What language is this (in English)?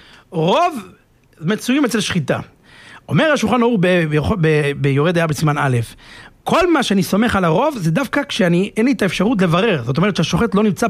Hebrew